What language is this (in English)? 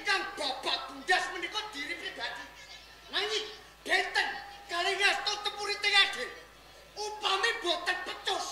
Javanese